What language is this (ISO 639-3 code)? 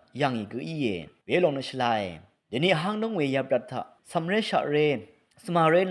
raw